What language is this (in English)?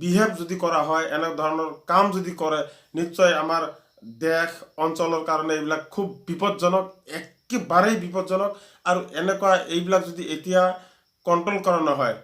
Assamese